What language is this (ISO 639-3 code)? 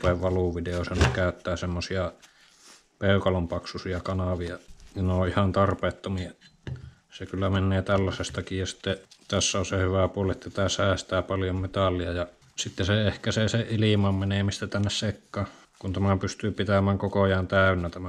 fin